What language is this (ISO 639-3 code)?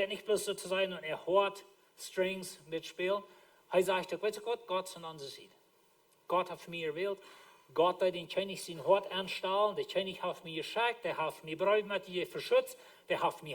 pdt